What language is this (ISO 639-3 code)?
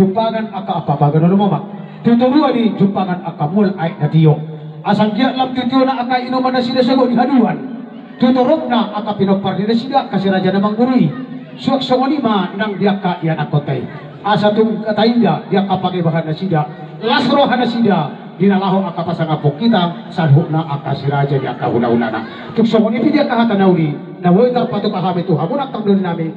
bbc